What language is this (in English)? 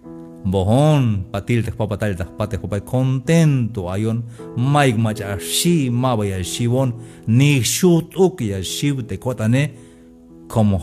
Tzeltal